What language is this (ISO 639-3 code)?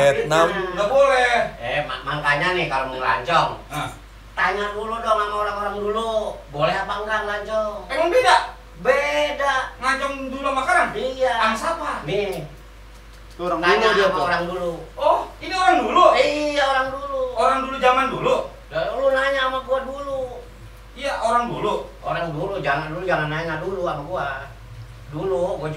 bew